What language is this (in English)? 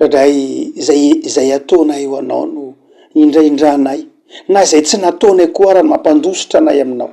Malagasy